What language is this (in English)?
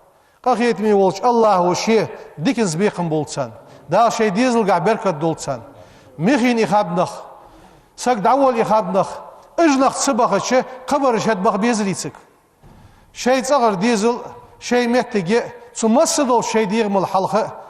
Ingush